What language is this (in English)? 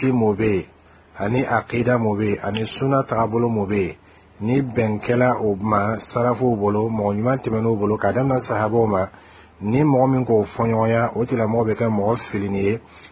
Bambara